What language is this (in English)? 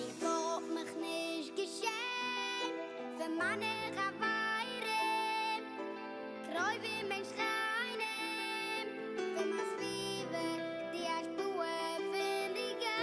Yiddish